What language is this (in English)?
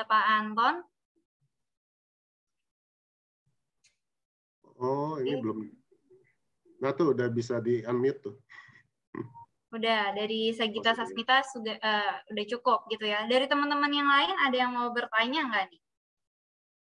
Indonesian